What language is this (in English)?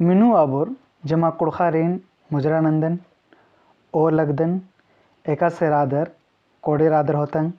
Kurukh